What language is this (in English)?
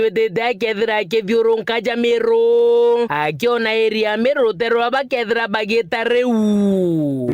Meru